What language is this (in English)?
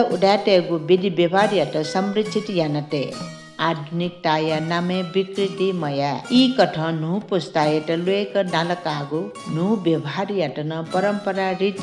Newari